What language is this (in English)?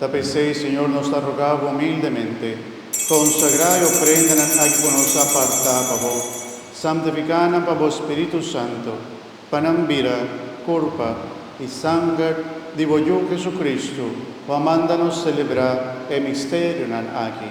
Papiamento